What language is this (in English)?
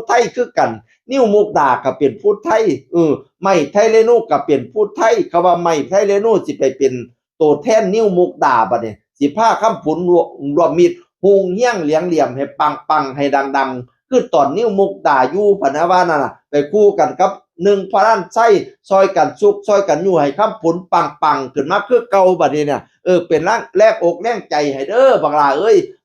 Northeastern Thai